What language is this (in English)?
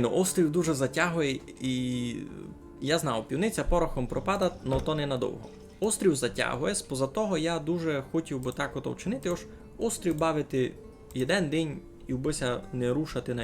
Rusyn